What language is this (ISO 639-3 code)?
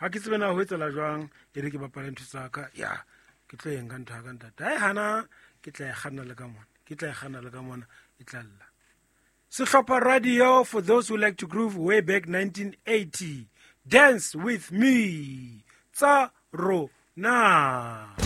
sot